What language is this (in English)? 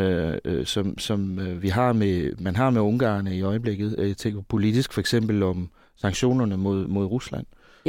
Danish